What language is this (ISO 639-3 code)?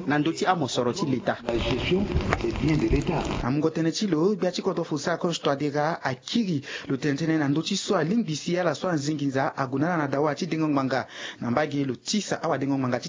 sag